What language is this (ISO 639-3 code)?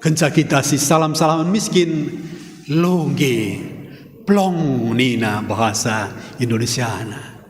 btx